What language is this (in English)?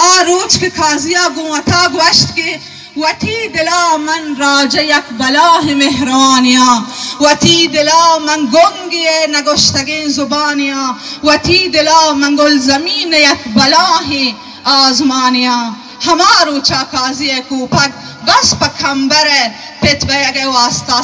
Baluchi